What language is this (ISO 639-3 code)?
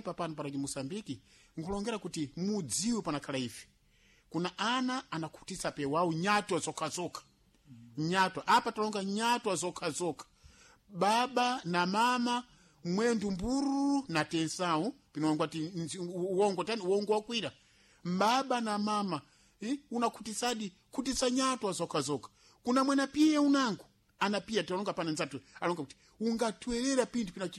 seh